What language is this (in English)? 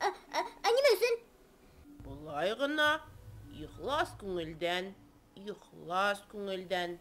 Bashkir